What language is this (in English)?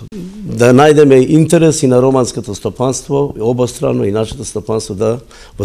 Macedonian